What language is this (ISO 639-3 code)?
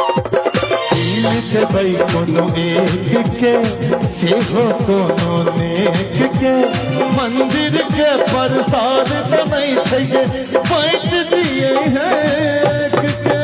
mai